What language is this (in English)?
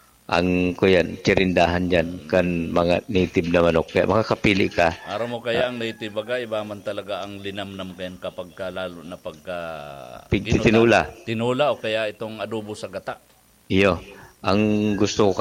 Bikol